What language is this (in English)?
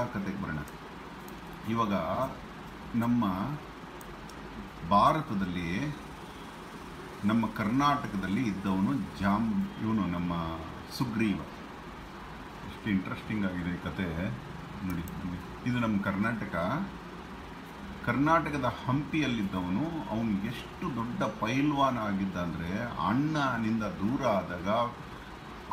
Kannada